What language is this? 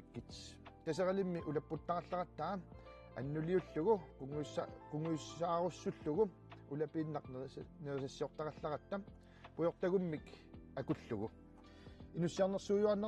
Kalaallisut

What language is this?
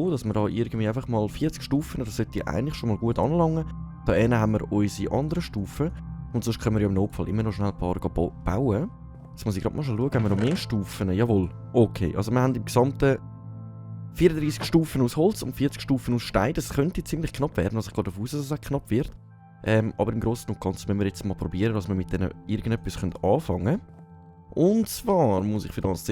Swiss German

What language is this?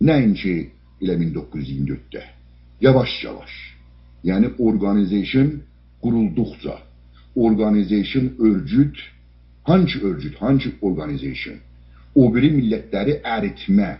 South Azerbaijani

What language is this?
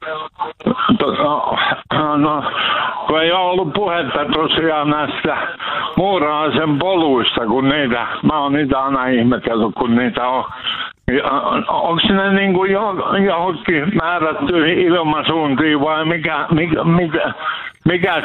Finnish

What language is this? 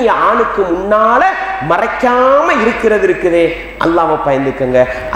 Tamil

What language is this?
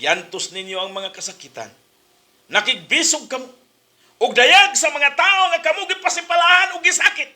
Cebuano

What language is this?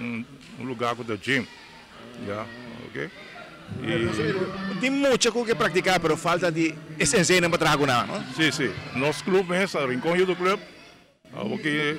Papiamento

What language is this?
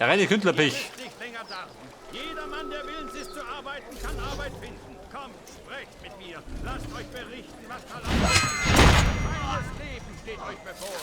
Bavarian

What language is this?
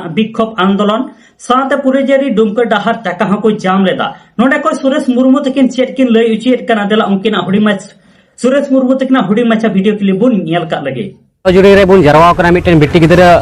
Santali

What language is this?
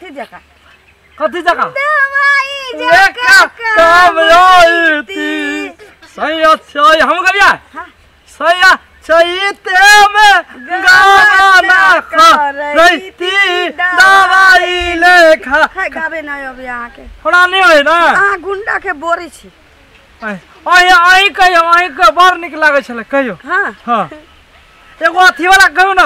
Maithili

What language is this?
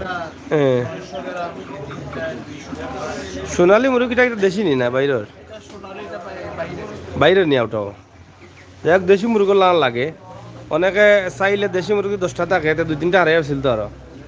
Sylheti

